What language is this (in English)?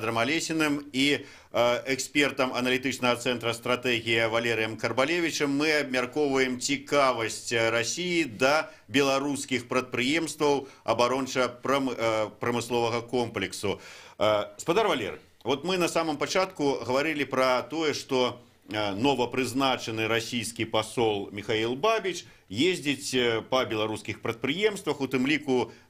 Belarusian